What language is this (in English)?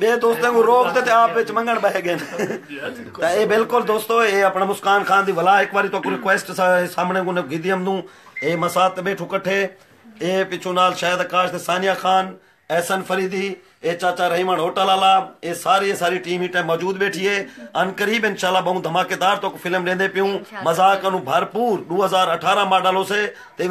Saraiki